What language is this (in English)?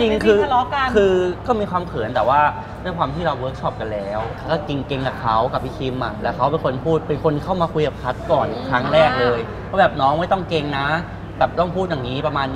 Thai